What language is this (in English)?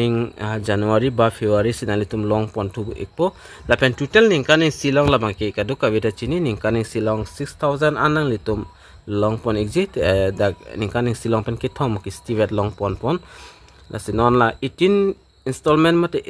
Karbi